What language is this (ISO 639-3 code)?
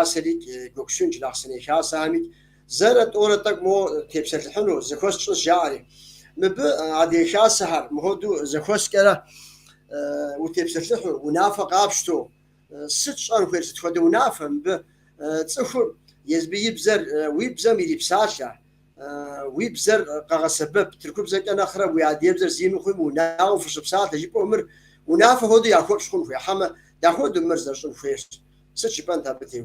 kbd